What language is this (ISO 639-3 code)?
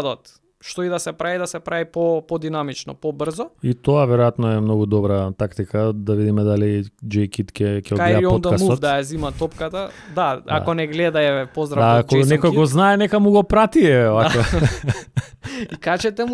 mkd